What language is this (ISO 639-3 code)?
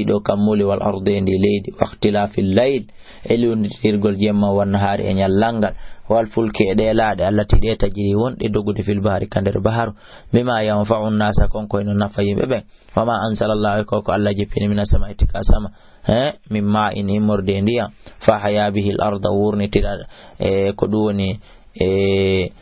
ful